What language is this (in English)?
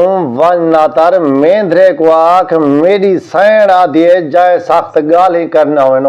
Saraiki